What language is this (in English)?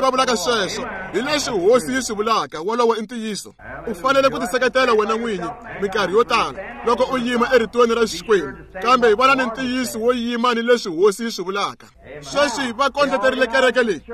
Tsonga